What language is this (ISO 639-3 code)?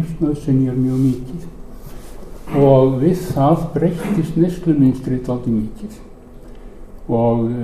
isl